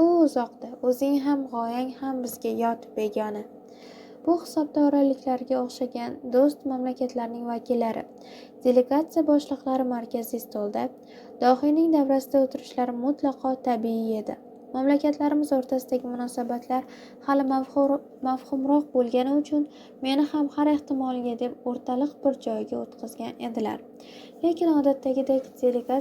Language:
Uzbek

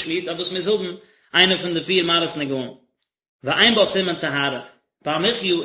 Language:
Yiddish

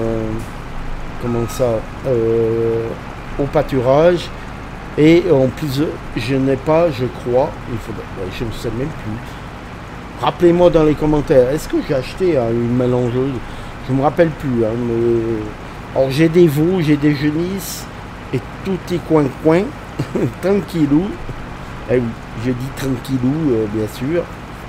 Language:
French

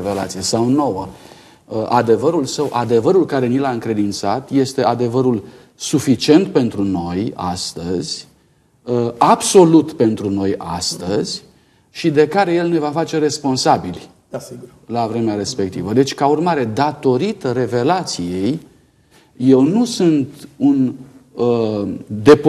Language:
Romanian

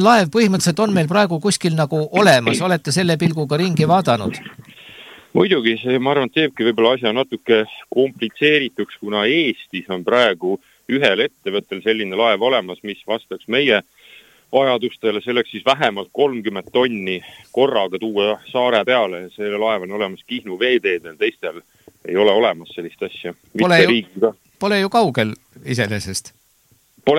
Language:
Estonian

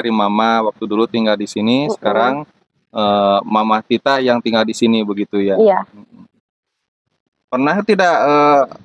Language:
Indonesian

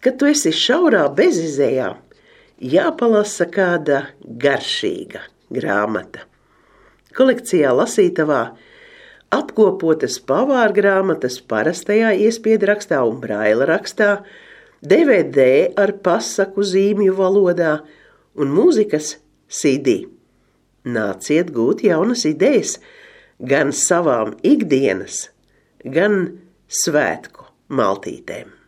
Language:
Latvian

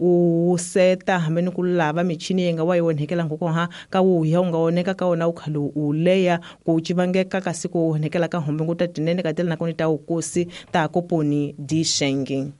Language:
Tsonga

